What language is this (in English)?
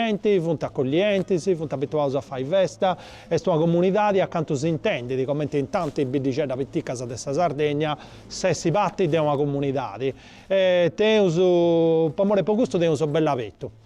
Sardinian